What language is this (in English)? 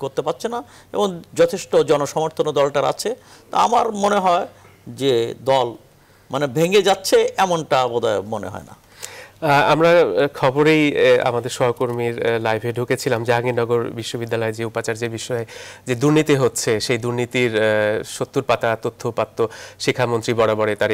Bangla